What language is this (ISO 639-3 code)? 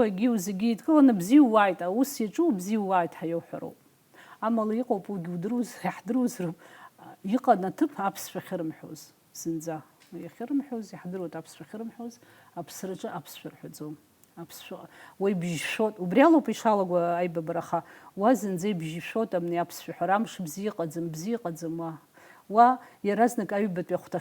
abk